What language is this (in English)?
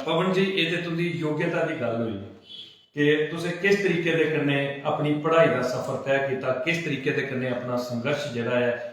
Dogri